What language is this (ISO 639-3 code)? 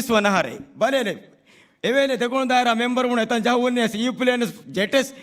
div